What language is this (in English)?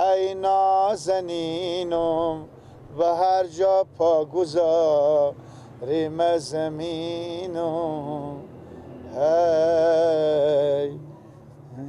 Persian